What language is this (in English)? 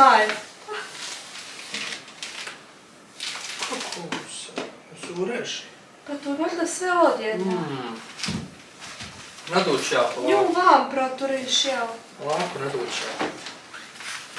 Bosnian